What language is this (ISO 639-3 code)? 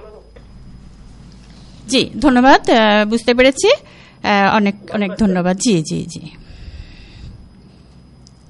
ben